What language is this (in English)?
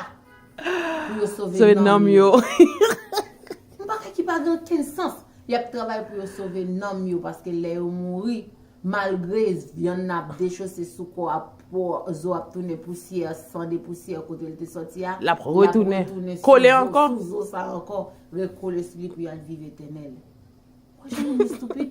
Haitian Creole